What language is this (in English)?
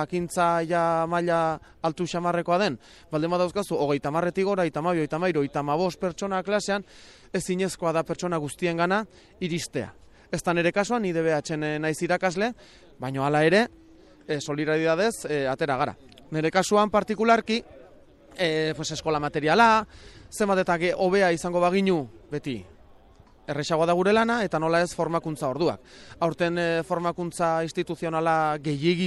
Basque